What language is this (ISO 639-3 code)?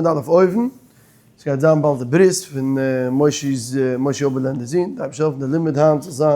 yid